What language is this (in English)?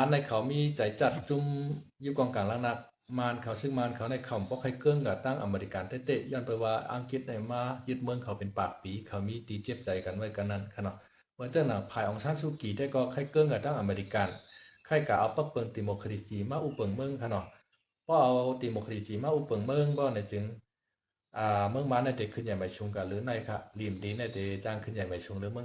Shan